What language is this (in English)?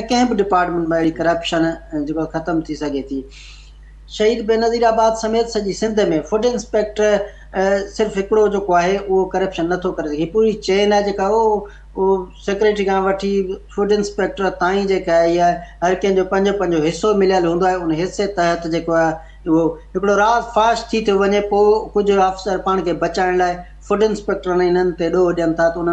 Sindhi